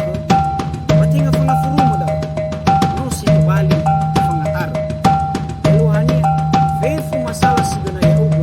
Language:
Nias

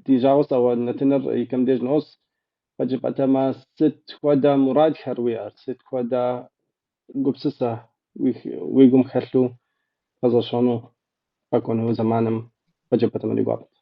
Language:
Kabardian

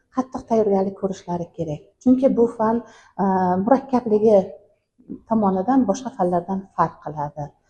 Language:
Uzbek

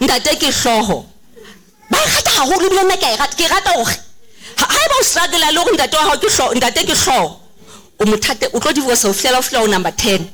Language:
Southern Sotho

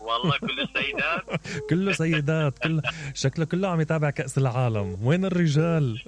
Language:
Mesopotamian Arabic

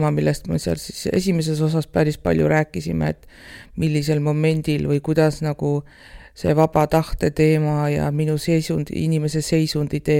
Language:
Estonian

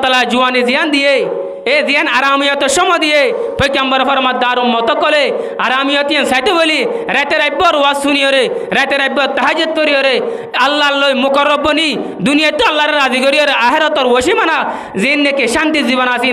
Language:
Rohingya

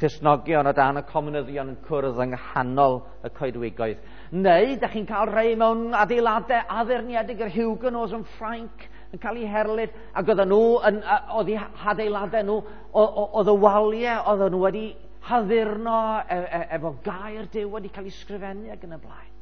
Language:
Welsh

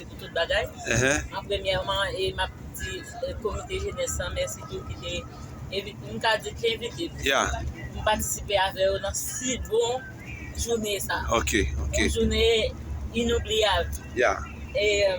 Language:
Haitian Creole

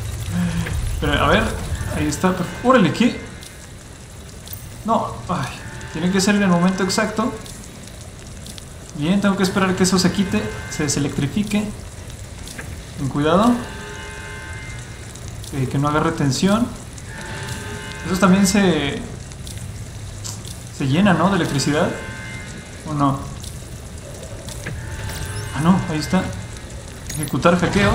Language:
Spanish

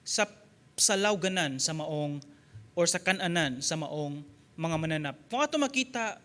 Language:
Cebuano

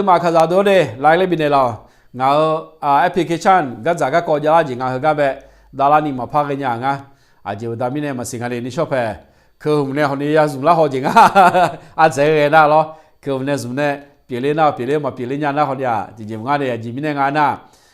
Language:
Akha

